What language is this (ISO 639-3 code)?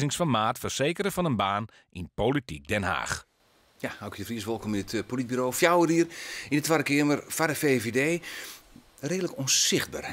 fry